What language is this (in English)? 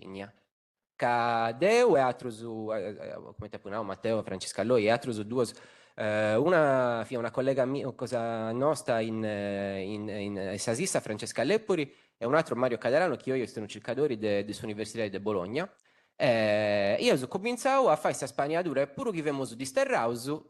Sardinian